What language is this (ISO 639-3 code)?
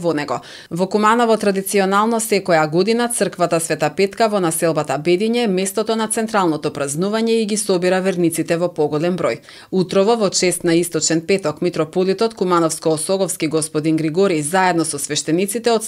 mkd